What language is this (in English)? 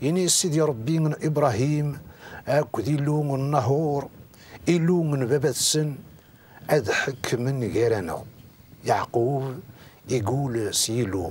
Kabyle